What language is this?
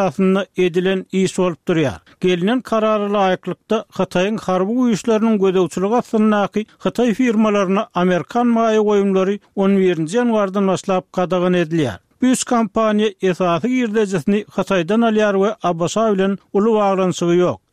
Turkmen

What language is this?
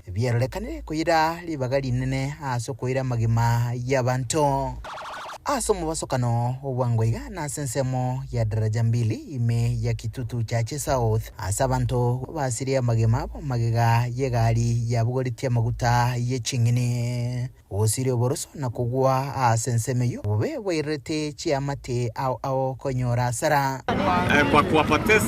Gusii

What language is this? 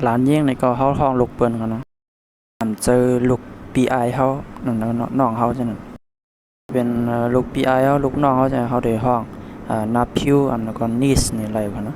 Shan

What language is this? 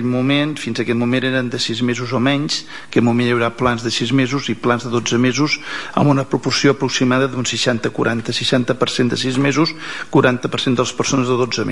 Catalan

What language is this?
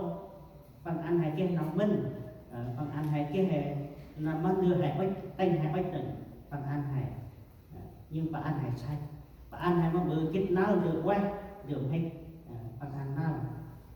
Central Mnong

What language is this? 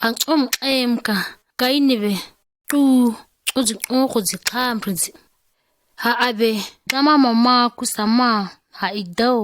ǁGana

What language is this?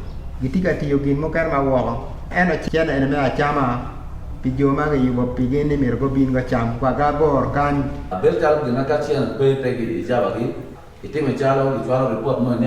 Acoli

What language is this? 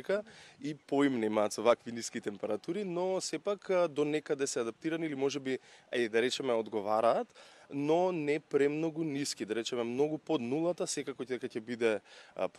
Macedonian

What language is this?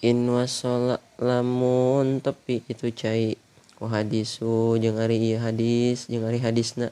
Sundanese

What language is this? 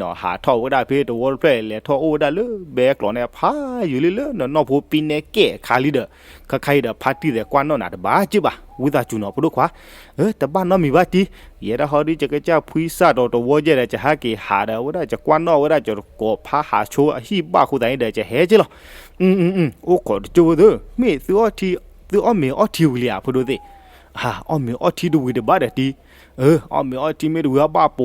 S'gaw Karen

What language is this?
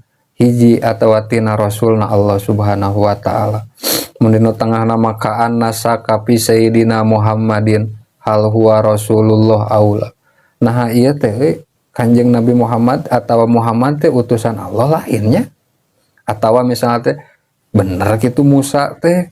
Sundanese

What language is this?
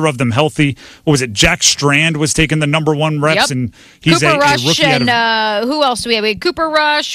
English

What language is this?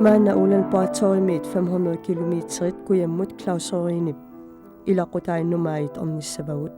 Kalaallisut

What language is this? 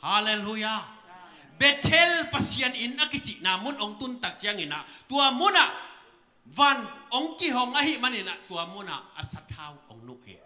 Tedim Chin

